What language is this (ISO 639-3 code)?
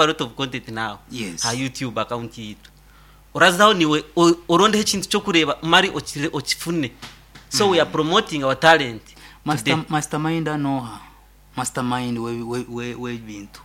nyn